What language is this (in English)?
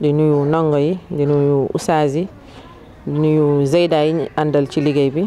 Wolof